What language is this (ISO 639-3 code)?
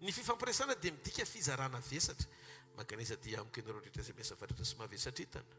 mlg